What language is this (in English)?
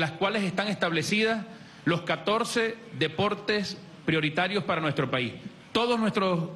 Spanish